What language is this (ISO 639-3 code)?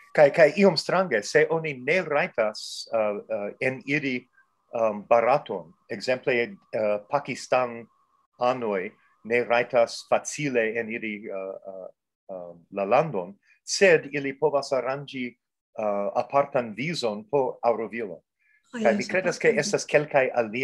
epo